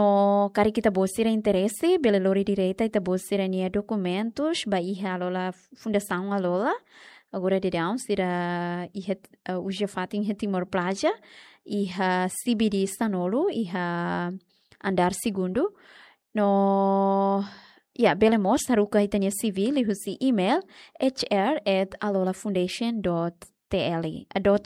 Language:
Tetum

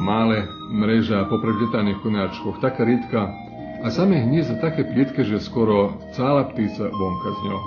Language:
Rusyn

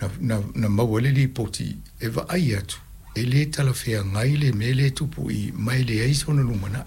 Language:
Samoan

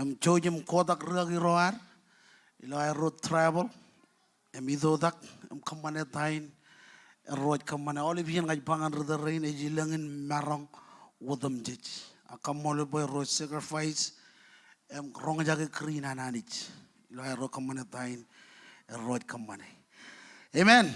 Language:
Marshallese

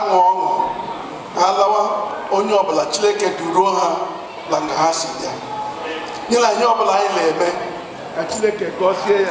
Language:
Igbo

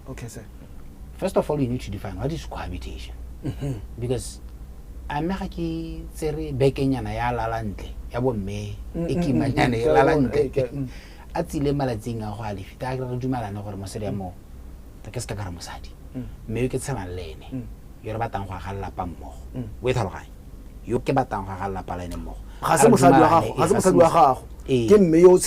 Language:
Tswana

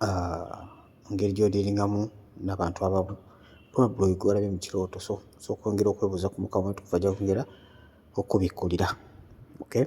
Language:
Ganda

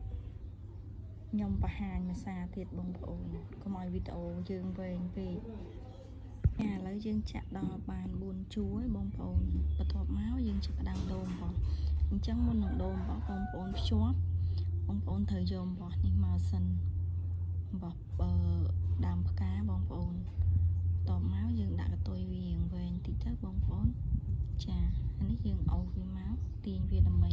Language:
Khmer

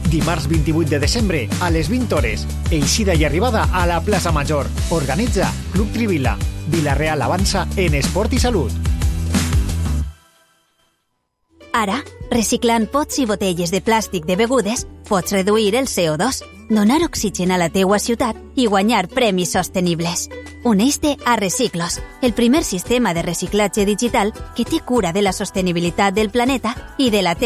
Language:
Catalan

